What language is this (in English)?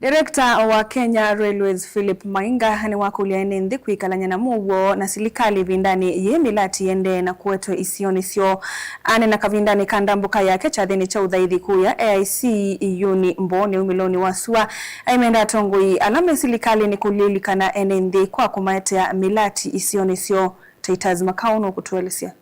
Kamba